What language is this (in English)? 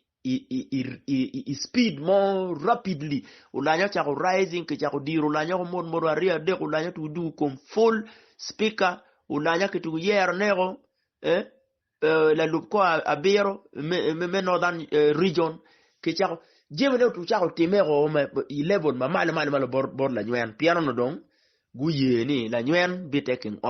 Acoli